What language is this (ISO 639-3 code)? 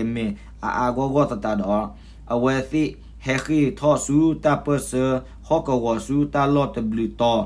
ksw